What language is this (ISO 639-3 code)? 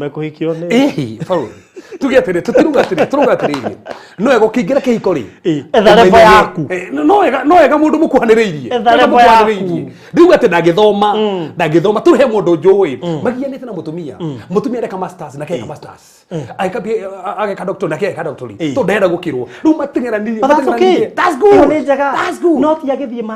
kik